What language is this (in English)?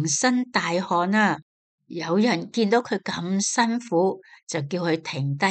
Cantonese